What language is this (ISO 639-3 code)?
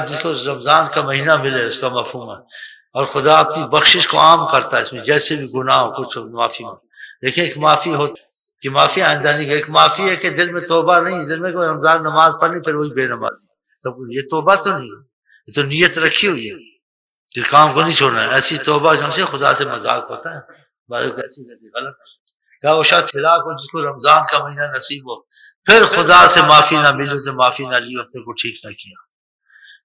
urd